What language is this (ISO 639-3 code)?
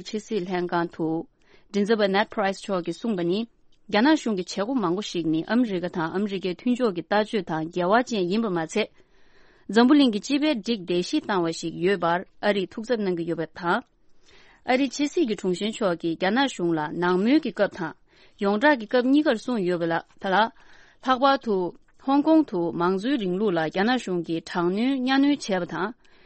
bod